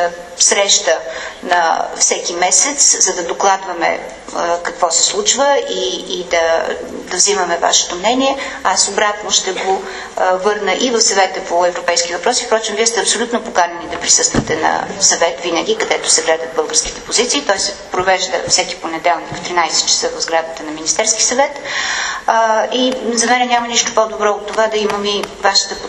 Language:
Bulgarian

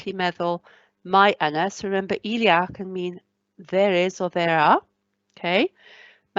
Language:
Welsh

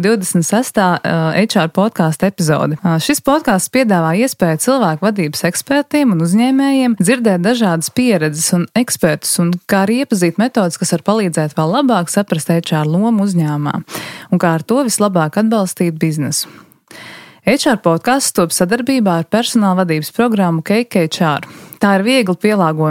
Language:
Latvian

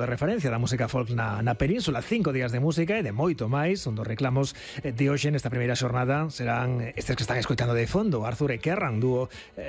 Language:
Galician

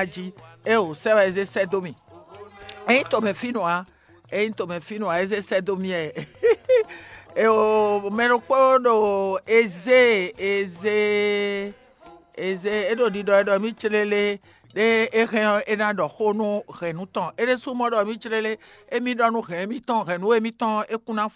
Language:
Fon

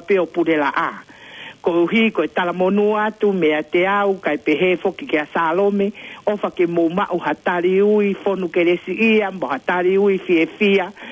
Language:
Tongan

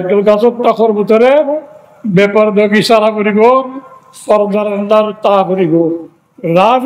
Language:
Rohingya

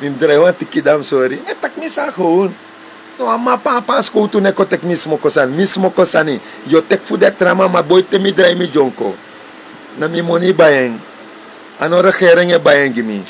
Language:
Sranan Tongo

